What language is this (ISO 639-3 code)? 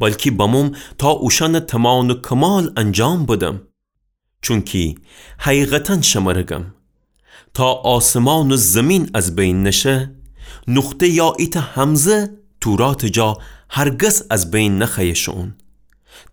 glk